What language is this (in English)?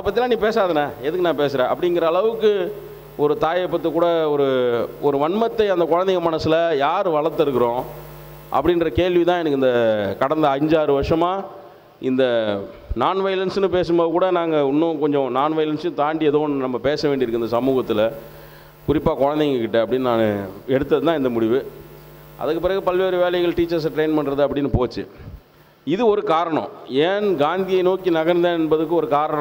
Tamil